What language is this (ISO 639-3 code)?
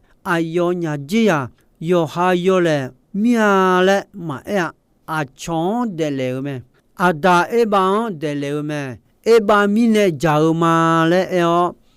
ahk